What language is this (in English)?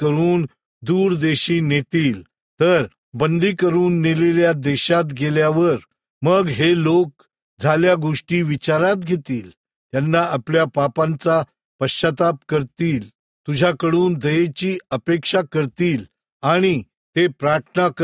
Marathi